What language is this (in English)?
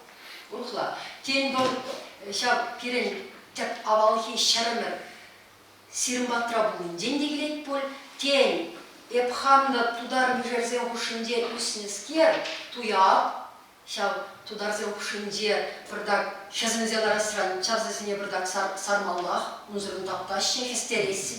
Chuvash